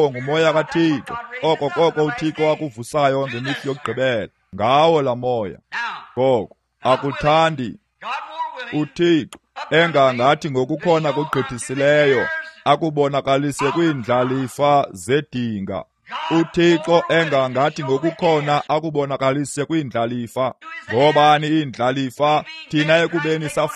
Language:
Xhosa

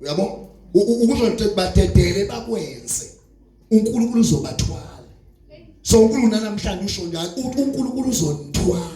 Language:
Zulu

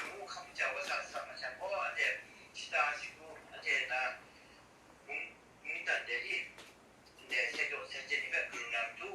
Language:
Kachin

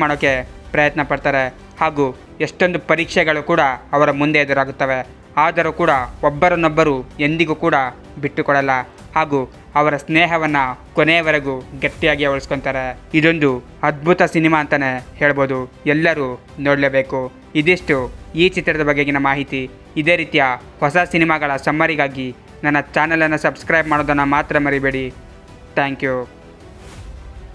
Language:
Kannada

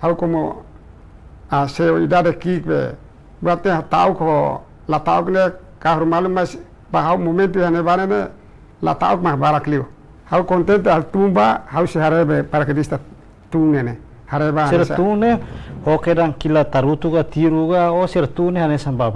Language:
Tetum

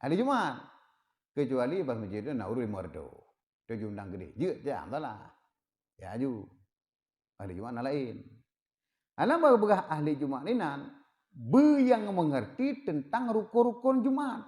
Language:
Achinese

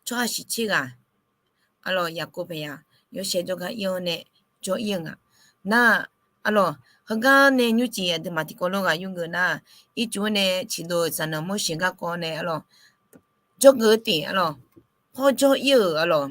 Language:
Akha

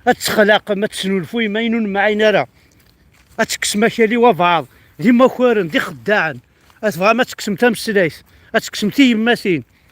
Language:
Kabyle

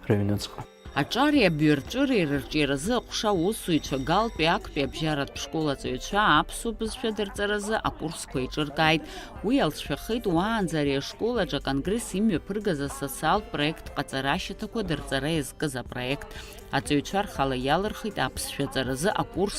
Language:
Abkhazian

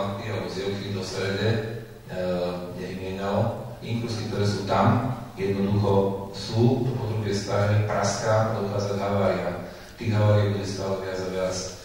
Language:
Slovak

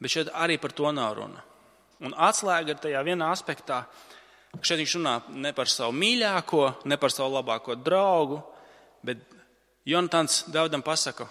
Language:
Latvian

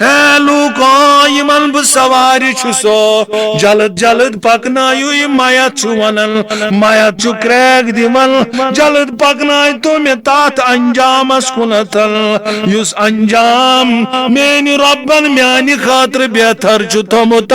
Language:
Kashmiri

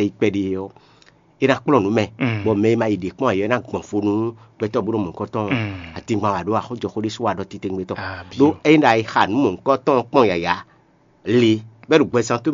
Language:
Fon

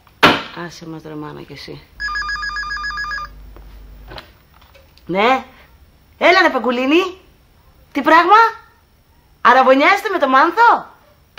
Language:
Greek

